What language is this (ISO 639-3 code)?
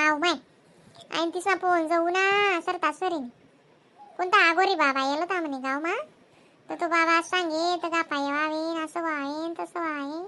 khn